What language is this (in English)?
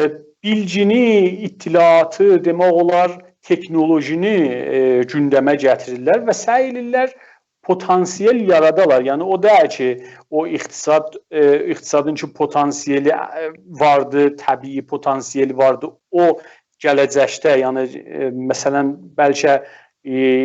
South Azerbaijani